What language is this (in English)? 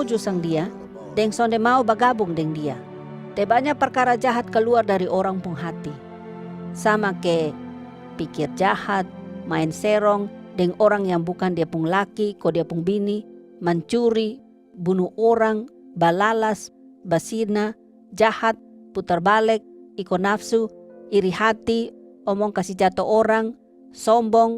Kupang Malay